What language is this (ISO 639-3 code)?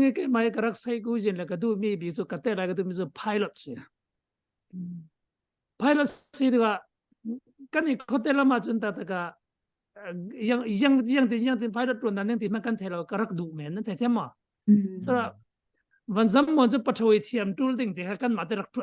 cfm